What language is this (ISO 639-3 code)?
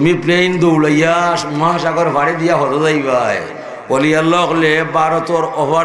syl